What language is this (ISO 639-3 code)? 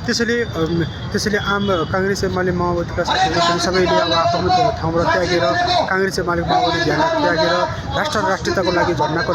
nep